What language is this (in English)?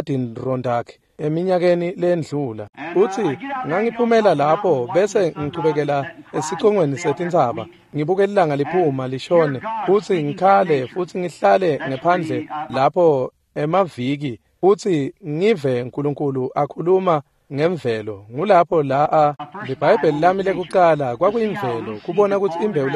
Swati